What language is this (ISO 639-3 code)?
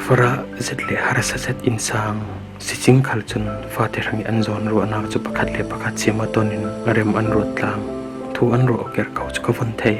cfm